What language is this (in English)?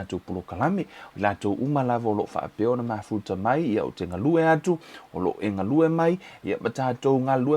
Samoan